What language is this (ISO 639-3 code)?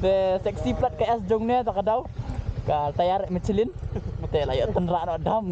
kha